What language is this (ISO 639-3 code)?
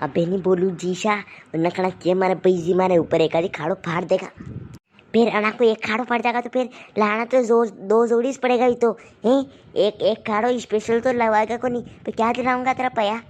raj